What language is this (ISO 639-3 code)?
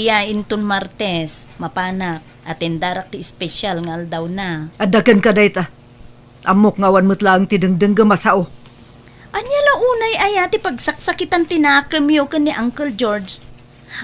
ilo